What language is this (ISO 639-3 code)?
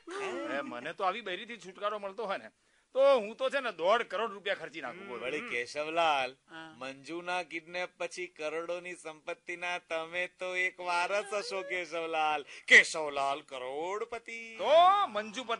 guj